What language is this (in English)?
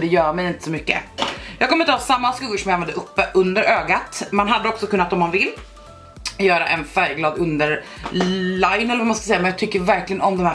Swedish